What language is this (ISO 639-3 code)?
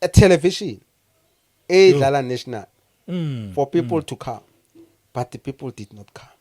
zul